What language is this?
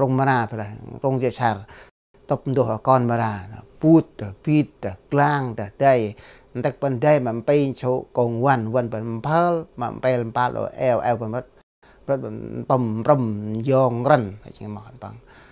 Central Mnong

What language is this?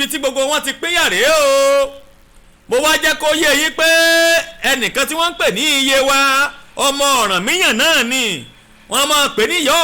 Yoruba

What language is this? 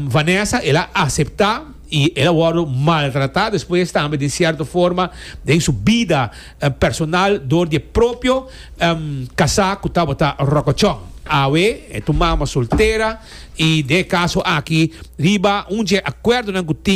Papiamento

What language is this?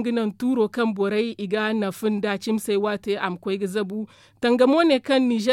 Zarma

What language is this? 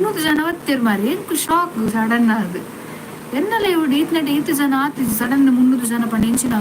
Tulu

